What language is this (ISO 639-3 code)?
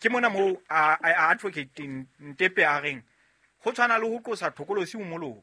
sot